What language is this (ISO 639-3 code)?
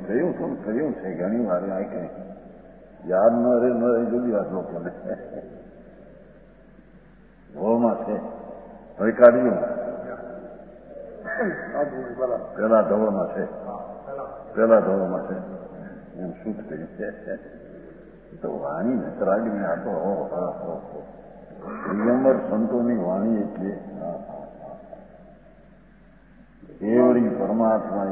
guj